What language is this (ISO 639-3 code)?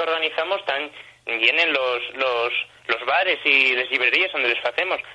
ast